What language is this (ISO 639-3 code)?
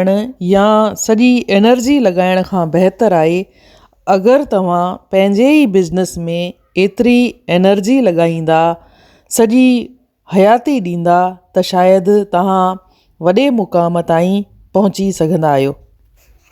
snd